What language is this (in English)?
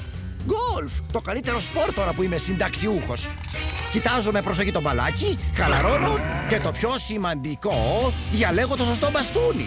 Greek